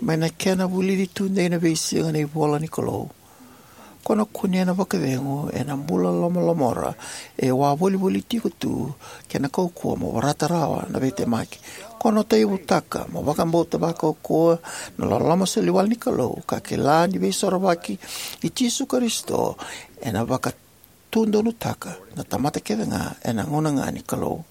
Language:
Fijian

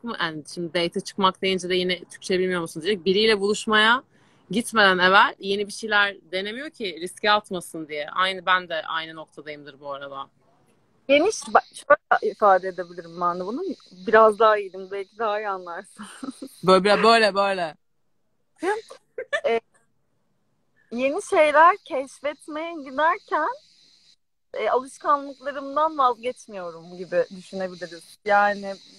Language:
Turkish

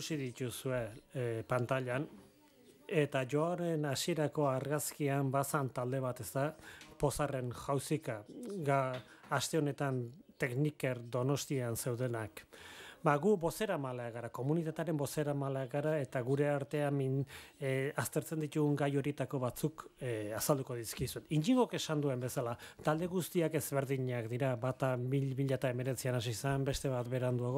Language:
Basque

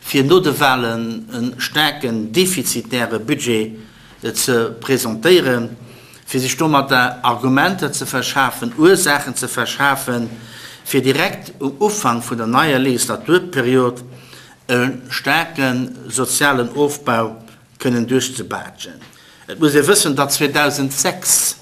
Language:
Luxembourgish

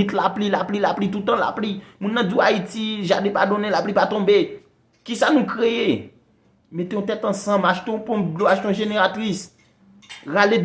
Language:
Haitian Creole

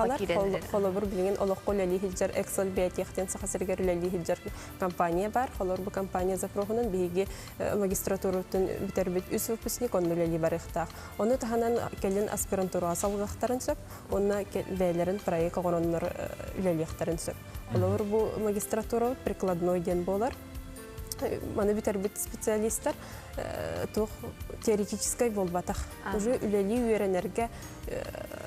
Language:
Yakut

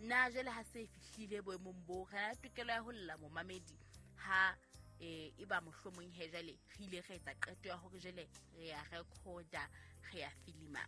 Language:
Southern Sotho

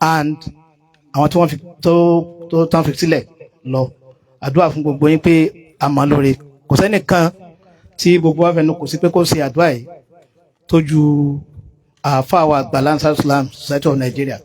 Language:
Yoruba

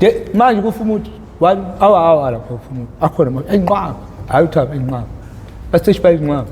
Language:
Zulu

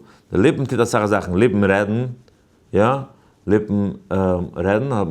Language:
Yiddish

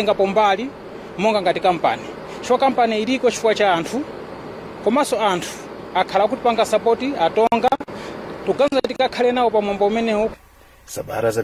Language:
Nyanja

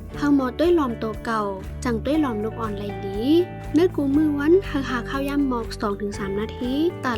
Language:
Shan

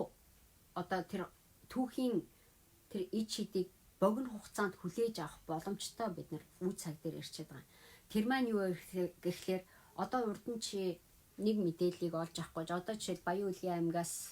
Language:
Mongolian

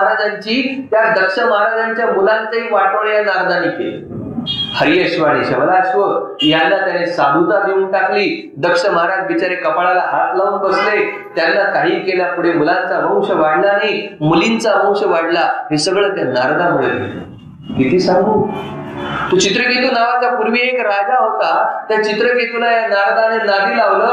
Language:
Marathi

